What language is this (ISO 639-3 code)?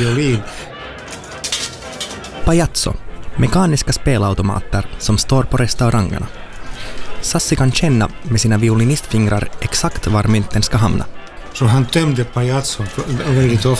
swe